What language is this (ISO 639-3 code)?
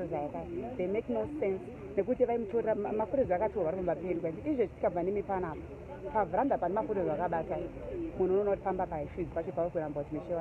sna